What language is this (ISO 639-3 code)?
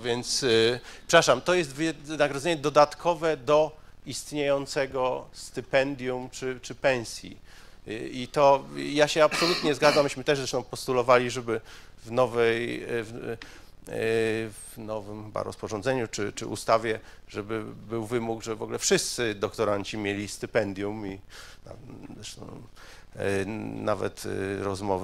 pol